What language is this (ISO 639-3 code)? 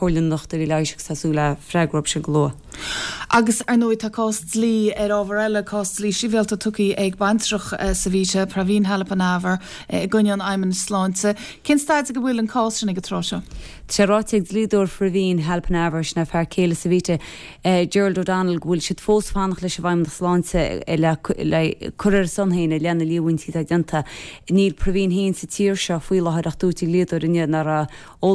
gle